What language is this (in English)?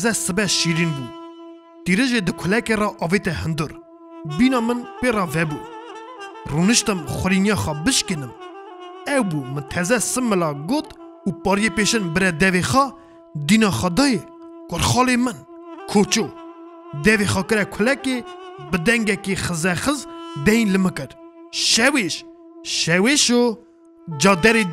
Kurdish